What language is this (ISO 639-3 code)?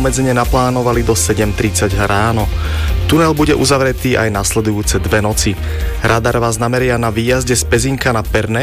slk